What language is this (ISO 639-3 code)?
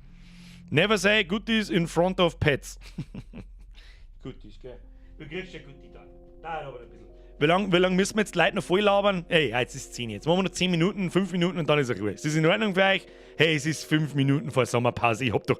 bar